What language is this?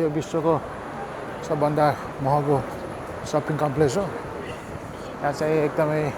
Nepali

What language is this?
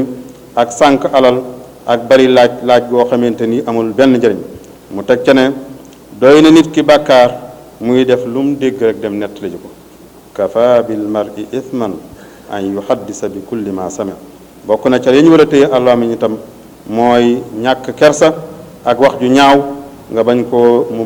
Wolof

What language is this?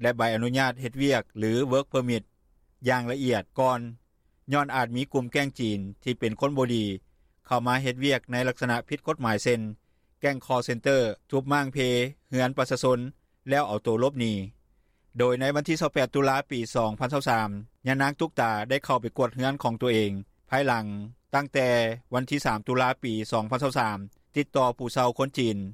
Lao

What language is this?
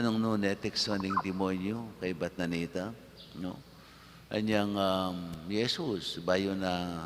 Pampanga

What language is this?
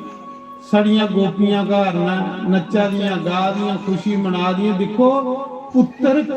Dogri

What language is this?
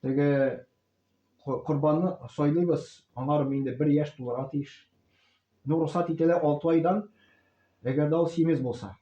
Tatar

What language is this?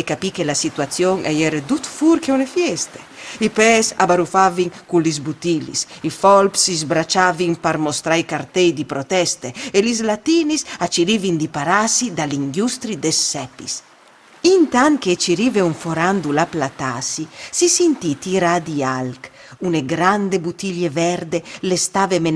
Friulian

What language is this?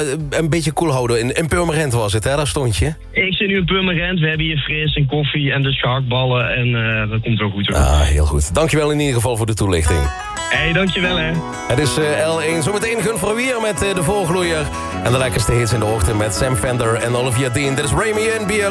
Dutch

